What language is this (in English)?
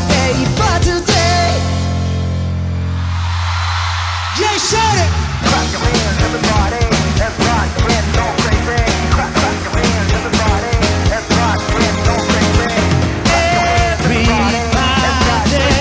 Japanese